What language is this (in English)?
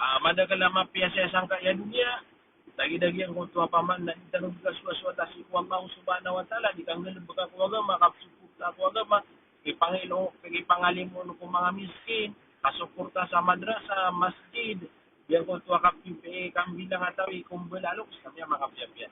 Maranao